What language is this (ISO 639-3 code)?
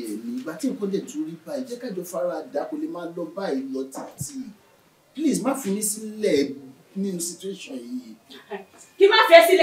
yor